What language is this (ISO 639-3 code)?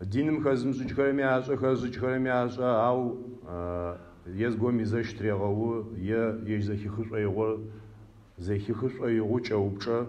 ady